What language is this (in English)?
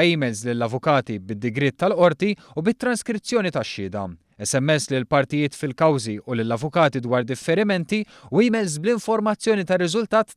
Maltese